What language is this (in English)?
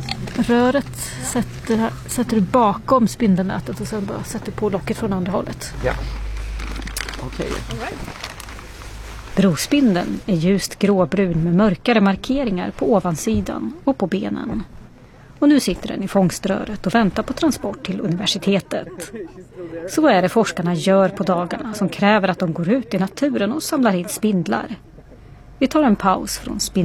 Swedish